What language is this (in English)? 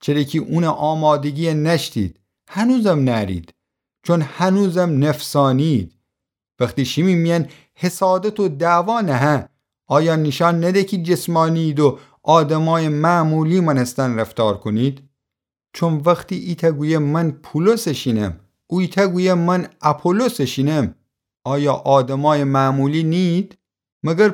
Gilaki